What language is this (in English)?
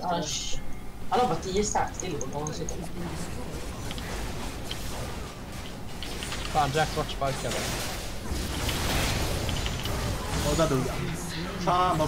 Swedish